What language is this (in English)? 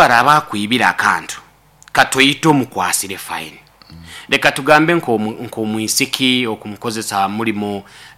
Nyoro